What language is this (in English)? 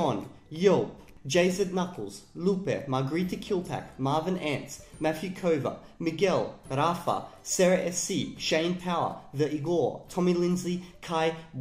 Esperanto